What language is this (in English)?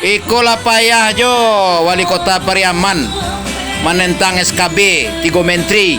Minangkabau